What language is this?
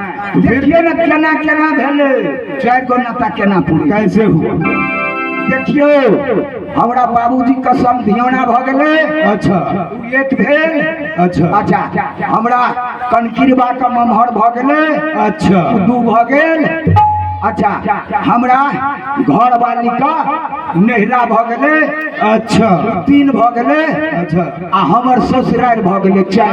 Maithili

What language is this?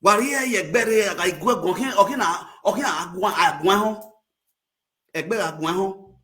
Nigerian Pidgin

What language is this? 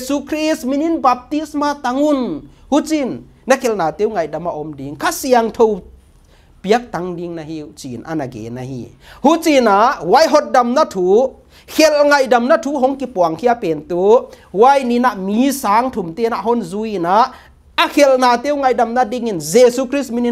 Paite Chin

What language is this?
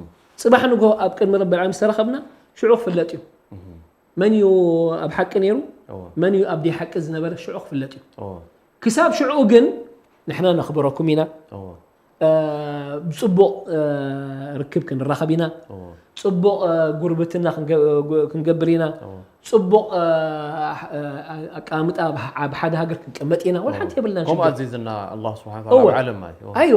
Tigrinya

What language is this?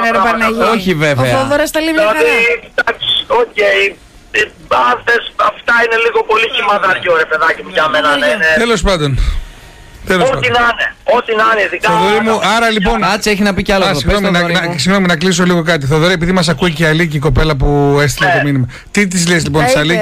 Greek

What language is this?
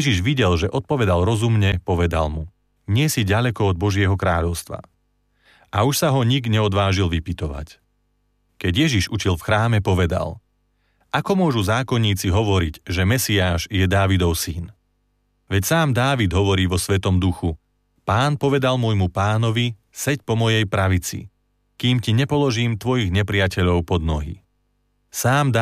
Slovak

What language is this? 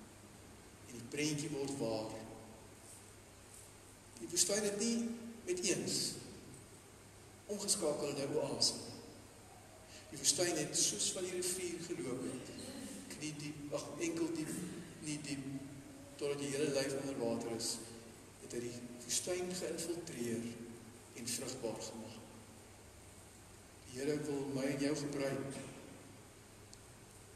Afrikaans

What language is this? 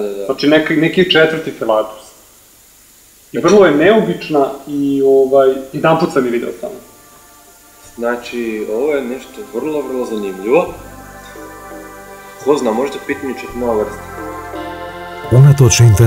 Croatian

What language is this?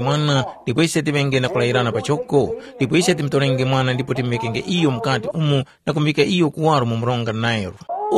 Tumbuka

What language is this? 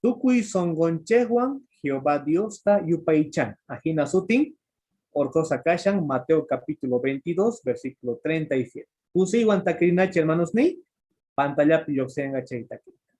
Quechua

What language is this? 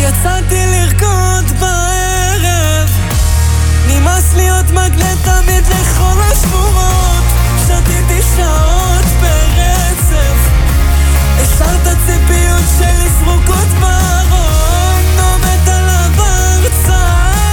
Hebrew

